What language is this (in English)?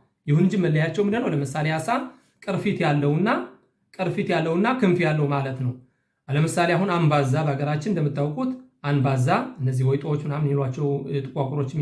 Amharic